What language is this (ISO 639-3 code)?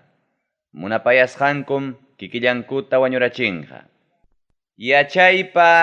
quy